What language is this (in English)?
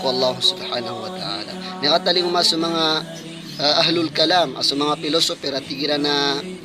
Maranao